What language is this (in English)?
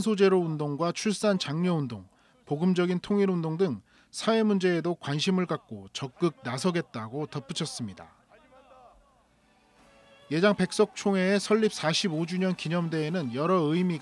Korean